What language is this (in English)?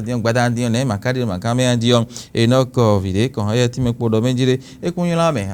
Fon